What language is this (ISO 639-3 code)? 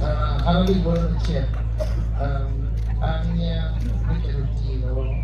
ach